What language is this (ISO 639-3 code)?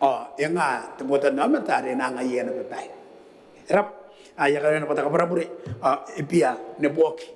gil